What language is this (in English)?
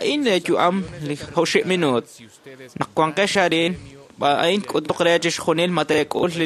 Kekchí